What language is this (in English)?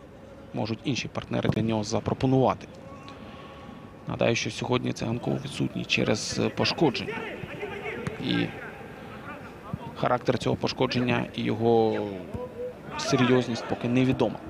Ukrainian